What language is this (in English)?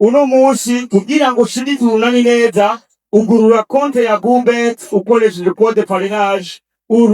Rundi